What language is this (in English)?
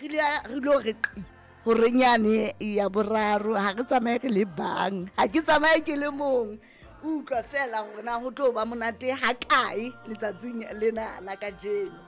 Southern Sotho